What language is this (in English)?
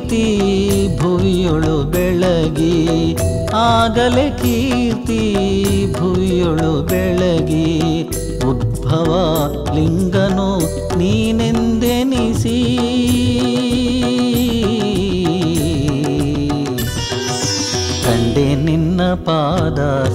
Kannada